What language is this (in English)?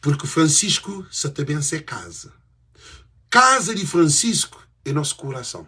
Kabuverdianu